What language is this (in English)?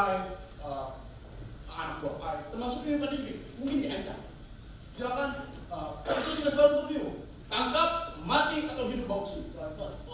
Betawi